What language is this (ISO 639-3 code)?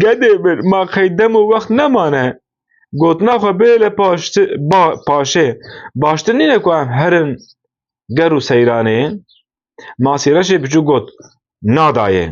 kur